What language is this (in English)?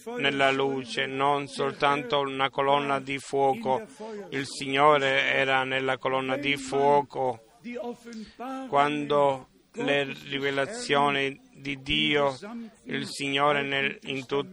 Italian